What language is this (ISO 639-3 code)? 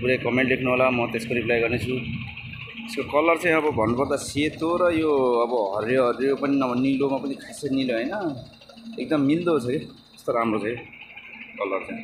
nep